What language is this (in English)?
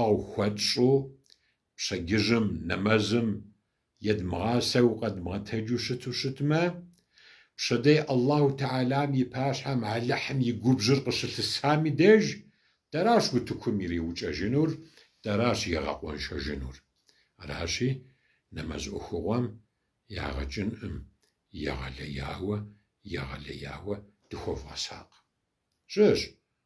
Kabardian